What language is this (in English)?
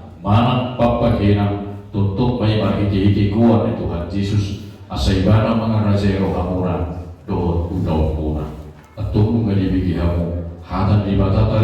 Batak Toba